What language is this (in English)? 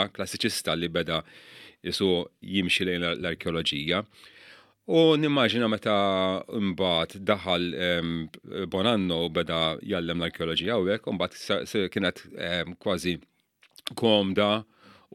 Maltese